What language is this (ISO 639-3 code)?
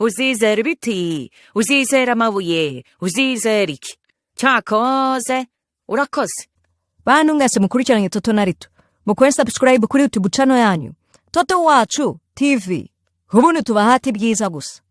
kin